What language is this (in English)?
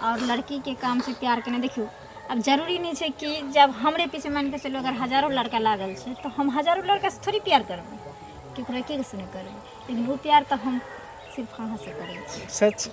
Maithili